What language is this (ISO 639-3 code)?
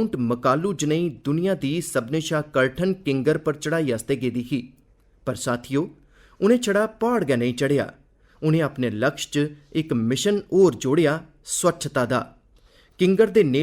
doi